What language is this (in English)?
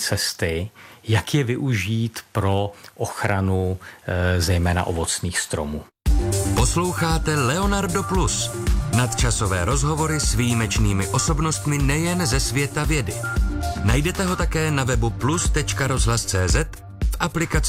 Czech